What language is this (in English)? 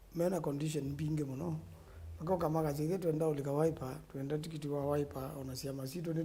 Kamba